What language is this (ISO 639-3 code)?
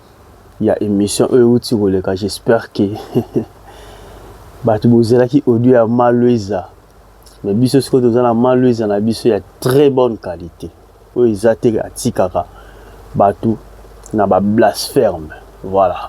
lin